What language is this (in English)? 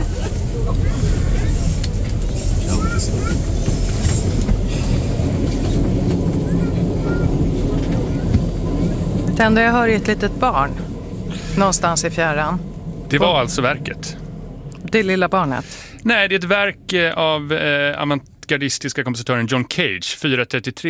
Swedish